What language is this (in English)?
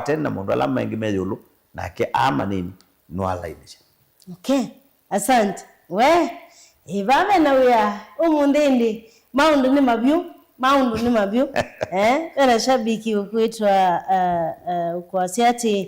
Kamba